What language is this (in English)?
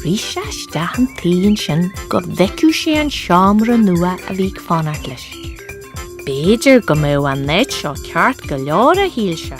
Irish